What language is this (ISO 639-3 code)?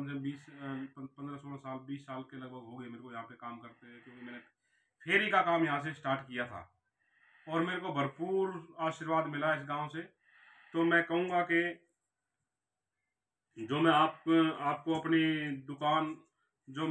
hin